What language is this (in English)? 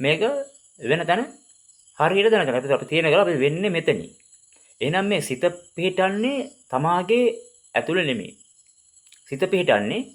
Sinhala